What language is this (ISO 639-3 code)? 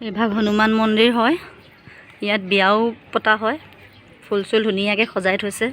asm